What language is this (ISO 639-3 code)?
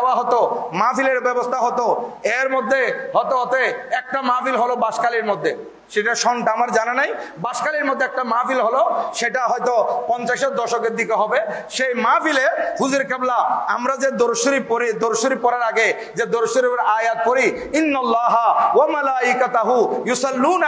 ben